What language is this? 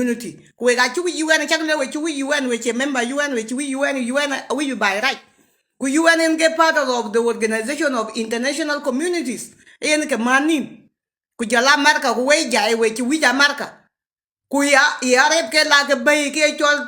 Nuer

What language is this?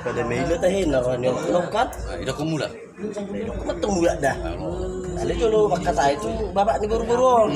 Batak Toba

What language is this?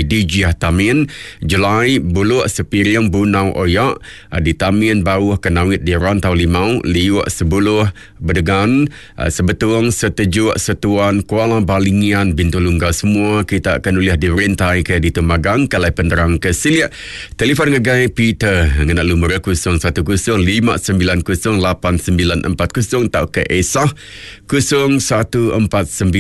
Iban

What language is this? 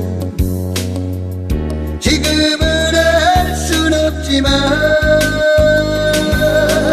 Korean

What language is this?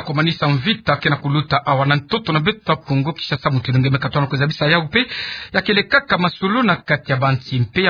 Kituba (Democratic Republic of Congo)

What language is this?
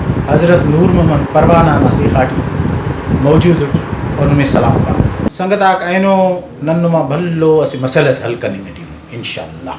Brahui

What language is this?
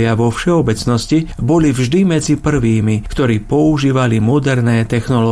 Slovak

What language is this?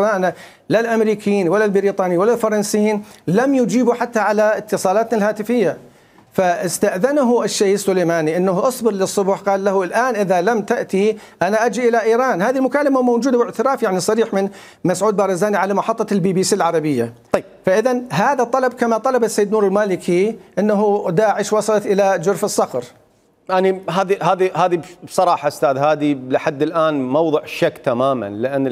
Mesopotamian Arabic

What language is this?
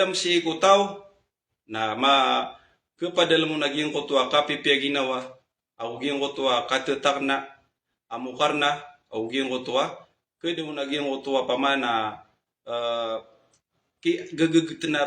Maranao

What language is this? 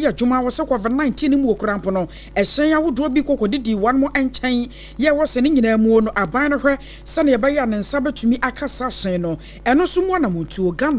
Akan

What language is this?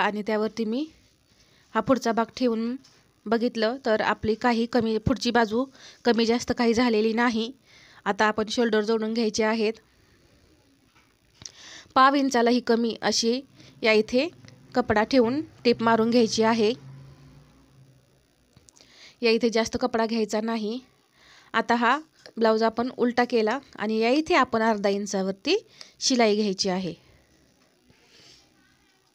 Marathi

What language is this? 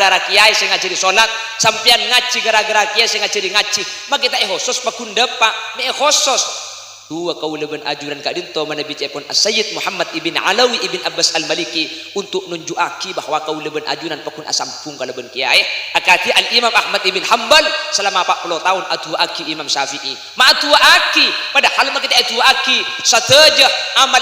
Madurese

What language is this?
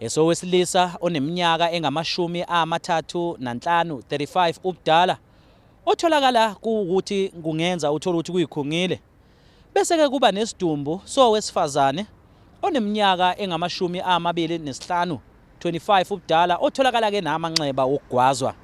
Zulu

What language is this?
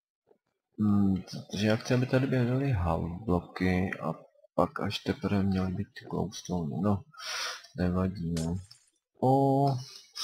Czech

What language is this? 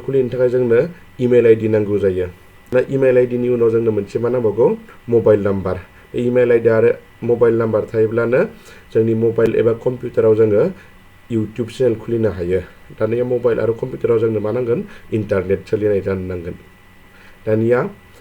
Bodo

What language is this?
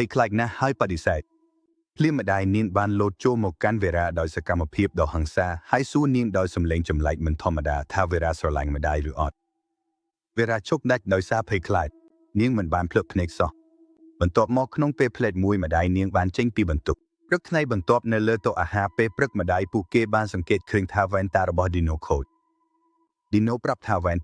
Khmer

